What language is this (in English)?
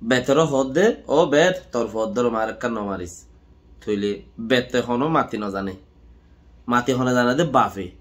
Rohingya